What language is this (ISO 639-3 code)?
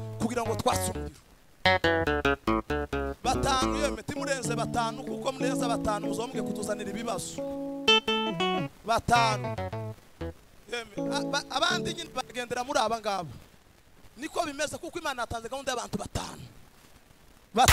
kin